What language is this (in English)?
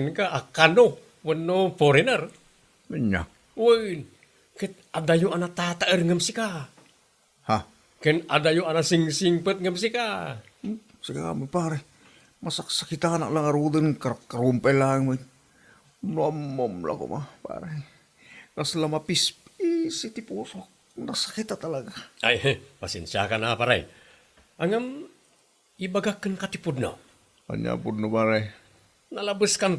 Iloko